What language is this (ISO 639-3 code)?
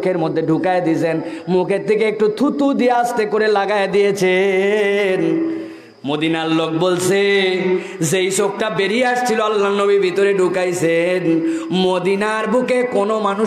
ben